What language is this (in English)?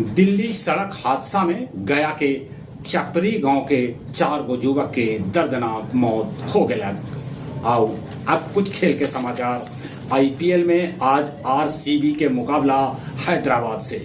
Magahi